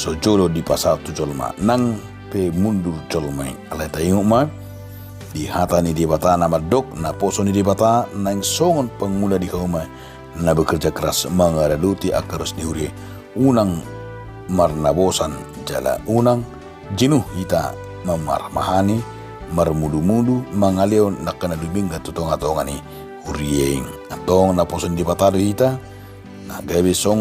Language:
Batak Toba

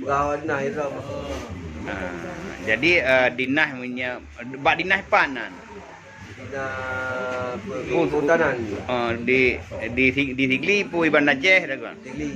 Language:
Achinese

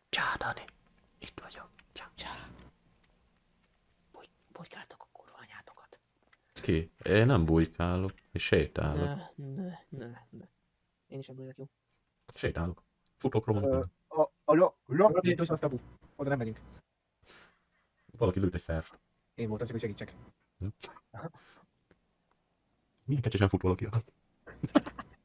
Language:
Hungarian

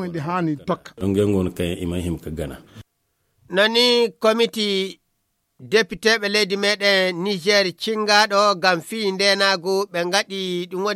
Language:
Fula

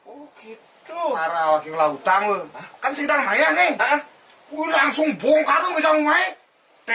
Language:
Balinese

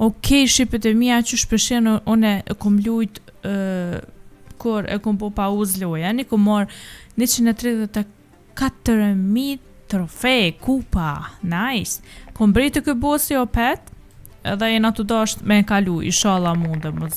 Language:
Albanian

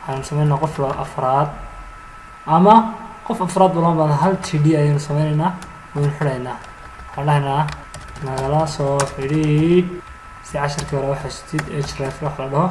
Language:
Somali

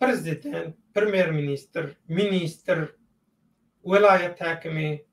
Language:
Turkmen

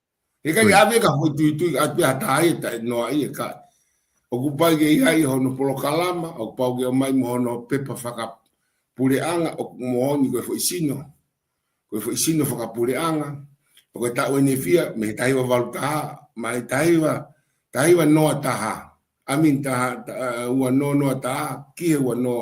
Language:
Tongan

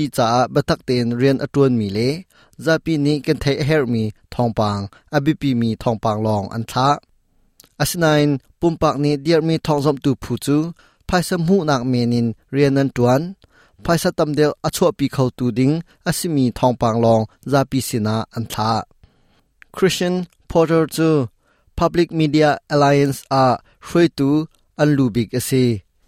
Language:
Hakha Chin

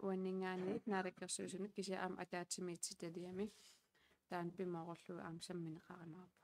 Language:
Kalaallisut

